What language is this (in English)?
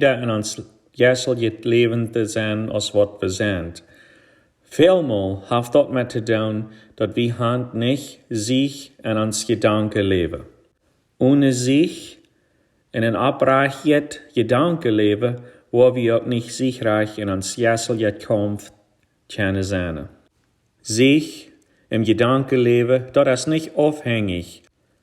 Plautdietsch